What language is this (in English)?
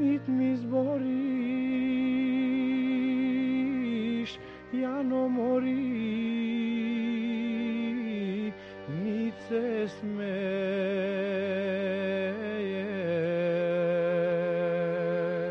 Serbian